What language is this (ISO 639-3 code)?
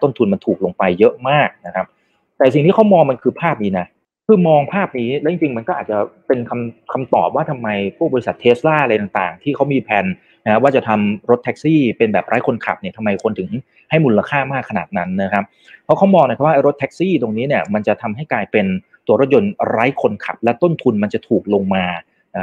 tha